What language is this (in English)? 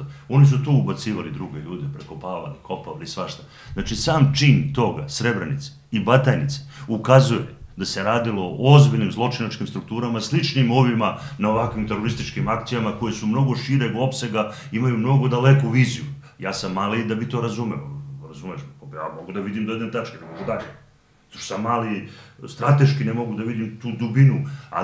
Serbian